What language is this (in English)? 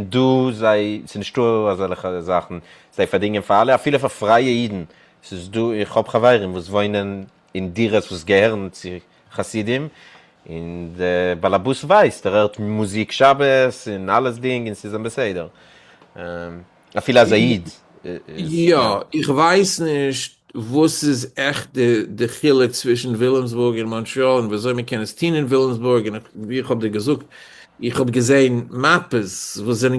Yiddish